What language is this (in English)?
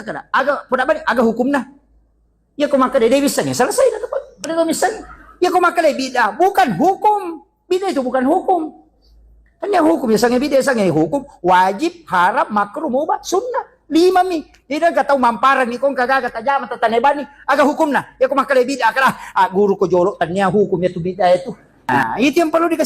Buginese